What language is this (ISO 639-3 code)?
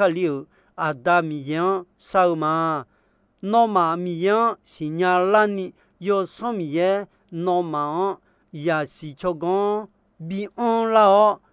ahk